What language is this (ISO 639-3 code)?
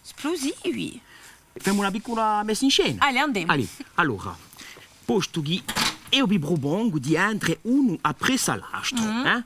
cos